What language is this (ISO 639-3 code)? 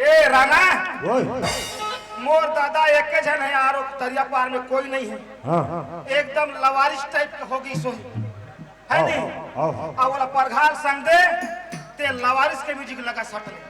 hne